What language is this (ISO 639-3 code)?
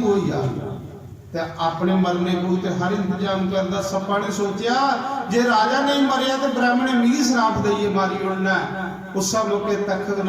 doi